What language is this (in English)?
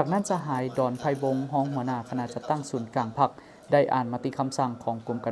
Lao